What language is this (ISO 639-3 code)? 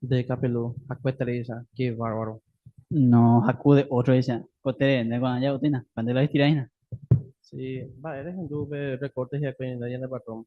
grn